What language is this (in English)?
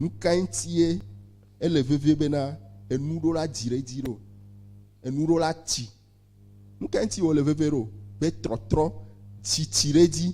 Ewe